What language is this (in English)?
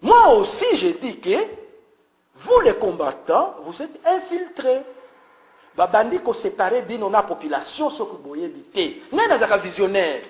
Lingala